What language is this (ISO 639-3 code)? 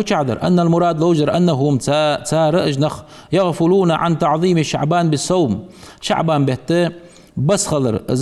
inh